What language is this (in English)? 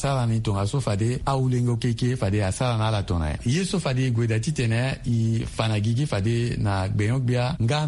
Sango